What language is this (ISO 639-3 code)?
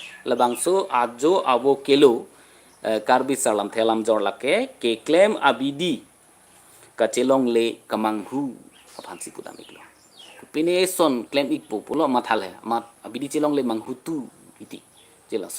mjw